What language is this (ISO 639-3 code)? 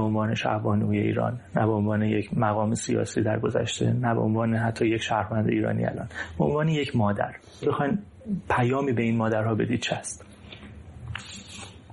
fas